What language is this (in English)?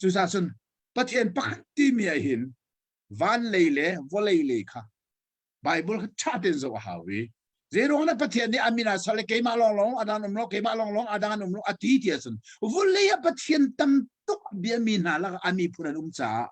Hakha Chin